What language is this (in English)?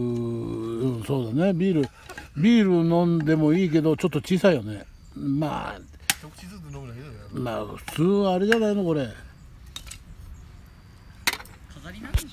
Japanese